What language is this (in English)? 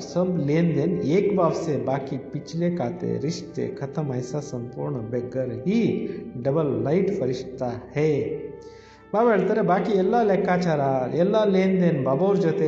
Kannada